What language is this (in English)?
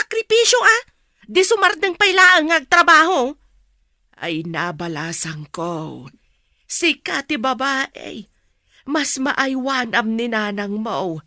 Iloko